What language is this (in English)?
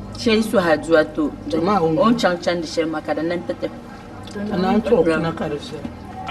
Dagbani